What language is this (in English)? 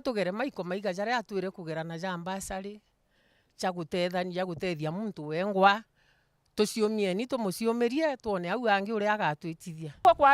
Meru